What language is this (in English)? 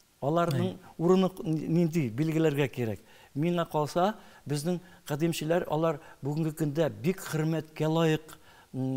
Tatar